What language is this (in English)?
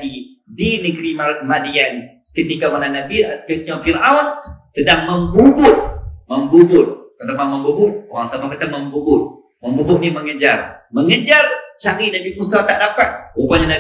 Malay